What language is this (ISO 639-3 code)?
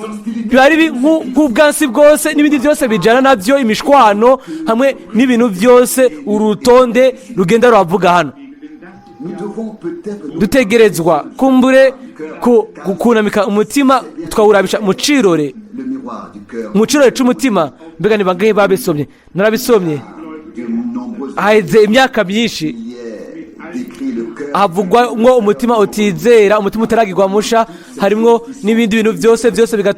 run